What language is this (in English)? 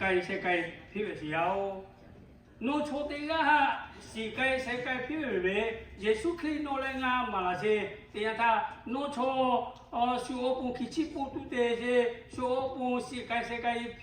Lahu